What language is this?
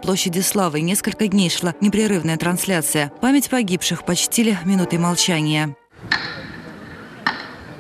Russian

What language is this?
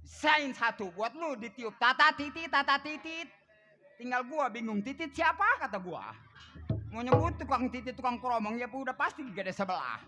Betawi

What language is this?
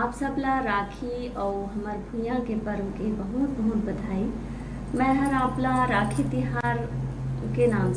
Chhattisgarhi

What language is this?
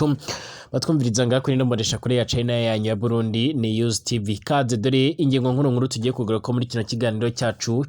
Rundi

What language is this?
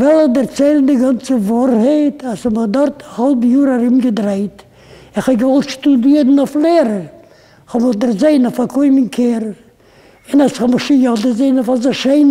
Yiddish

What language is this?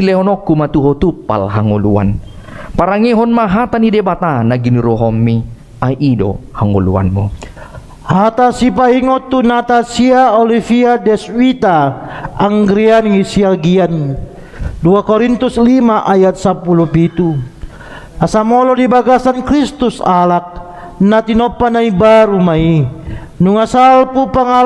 Batak Toba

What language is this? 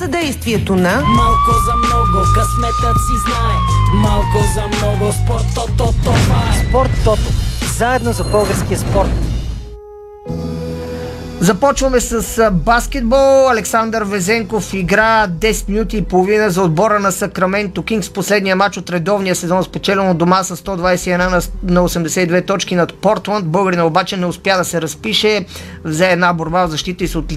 Bulgarian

